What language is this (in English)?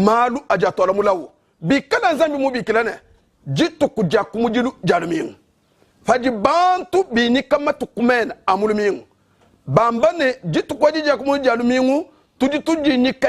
Luba-Lulua